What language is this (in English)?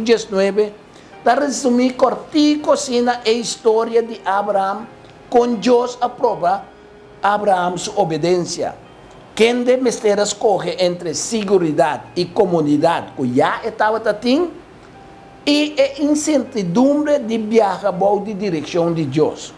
Papiamento